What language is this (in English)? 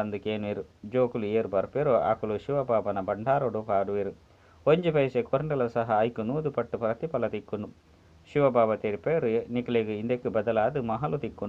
Tulu